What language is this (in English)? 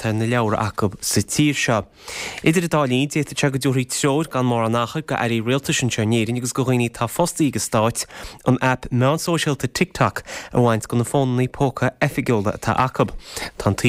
Irish